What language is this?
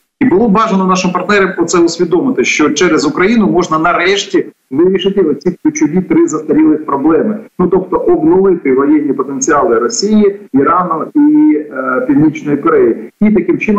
Ukrainian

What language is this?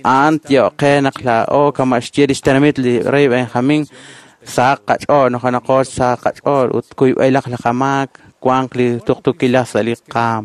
Kekchí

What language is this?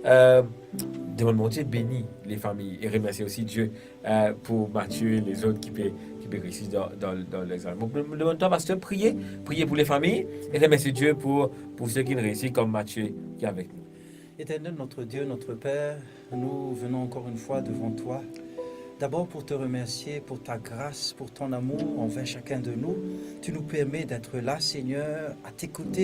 Morisyen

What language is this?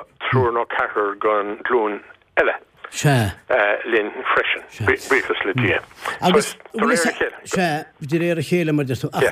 Irish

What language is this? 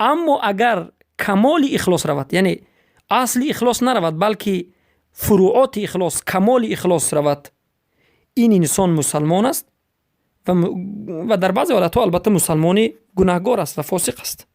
Persian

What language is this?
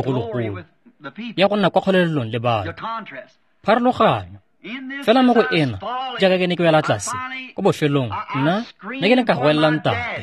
Tswana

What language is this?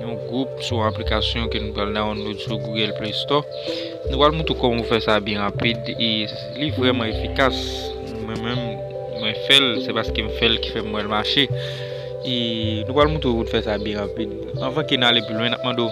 Haitian Creole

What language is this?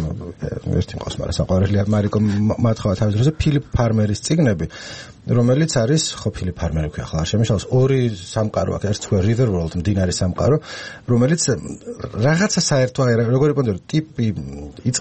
Georgian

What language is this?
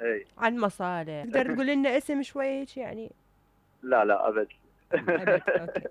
Mesopotamian Arabic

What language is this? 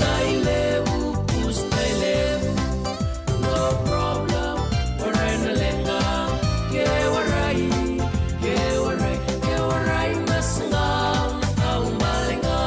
Fijian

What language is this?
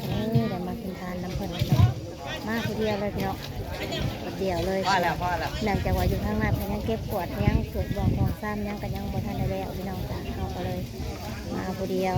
Northeastern Thai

